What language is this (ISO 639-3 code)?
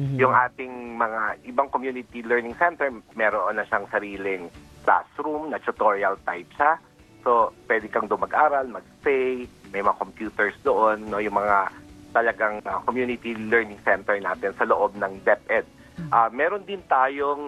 fil